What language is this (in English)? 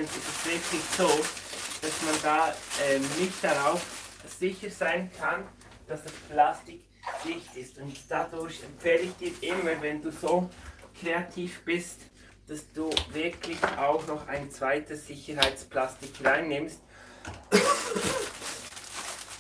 German